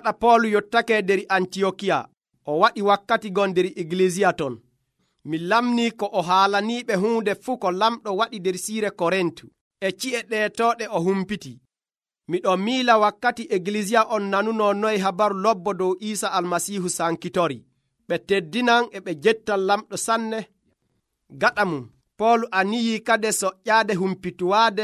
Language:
Nigerian Fulfulde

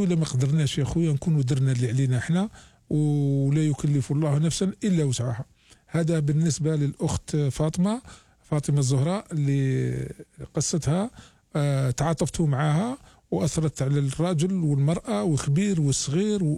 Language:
Algerian Arabic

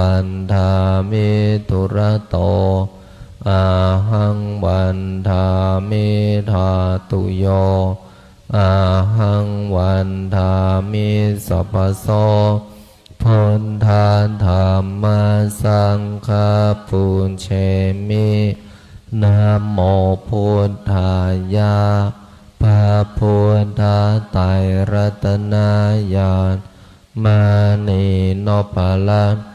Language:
Pali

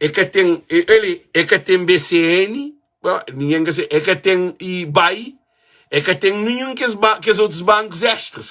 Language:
Kabuverdianu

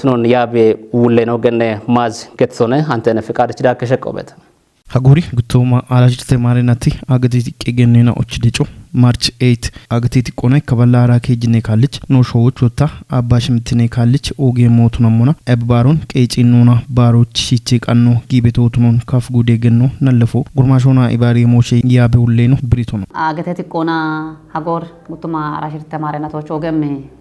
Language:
Kafa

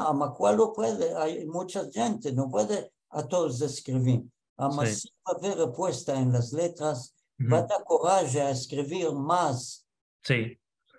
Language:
Ladino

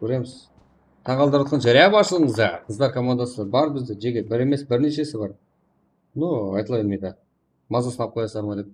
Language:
Kara-Kalpak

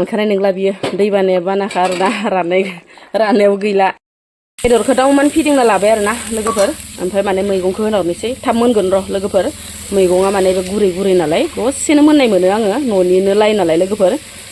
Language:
Bodo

